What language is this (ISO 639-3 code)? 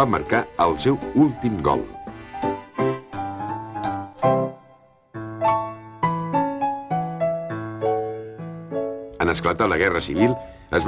cat